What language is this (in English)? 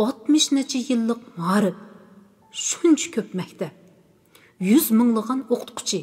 Uyghur